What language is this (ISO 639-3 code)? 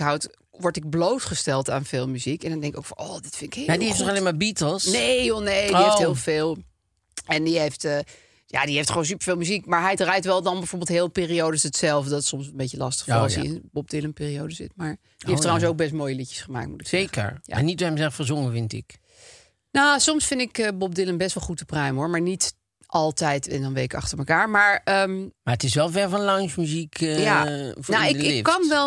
nld